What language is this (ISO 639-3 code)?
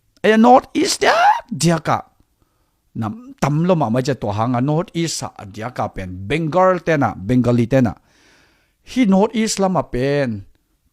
ctd